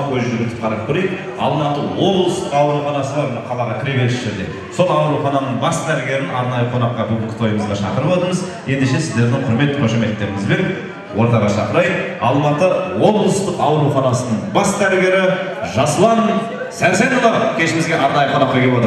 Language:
Kazakh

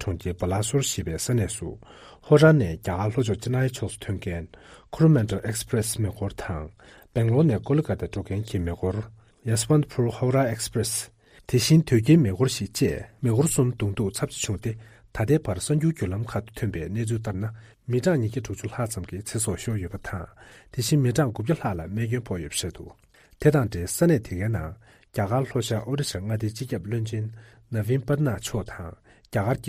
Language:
Tibetan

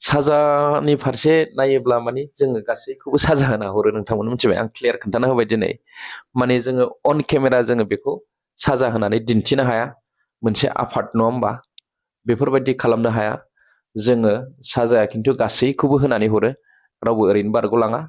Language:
Bodo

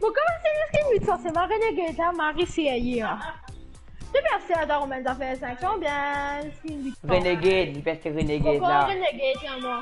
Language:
Morisyen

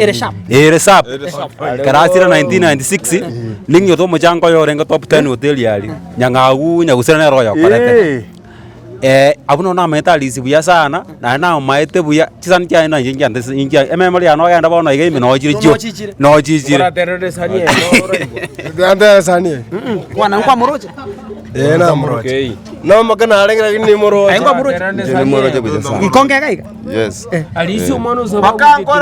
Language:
Gusii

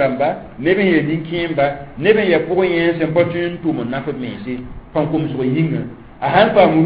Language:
Mossi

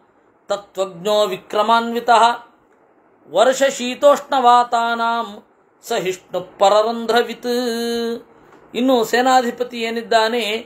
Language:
Kannada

